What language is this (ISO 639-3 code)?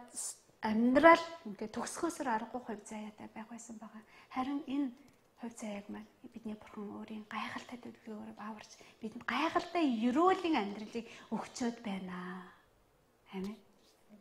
mon